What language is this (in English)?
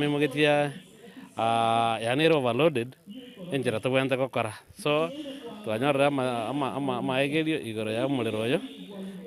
Gusii